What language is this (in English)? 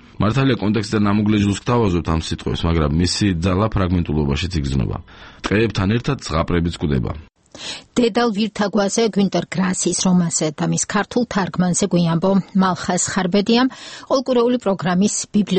Georgian